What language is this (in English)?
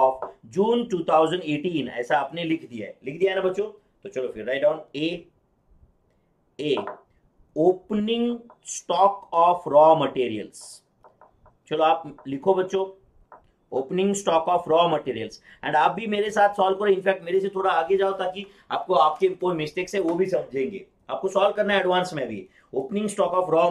Hindi